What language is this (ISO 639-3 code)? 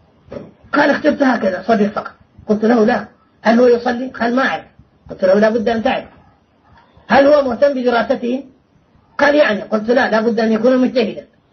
ara